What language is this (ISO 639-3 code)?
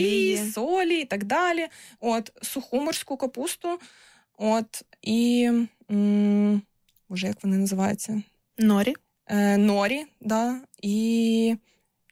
ukr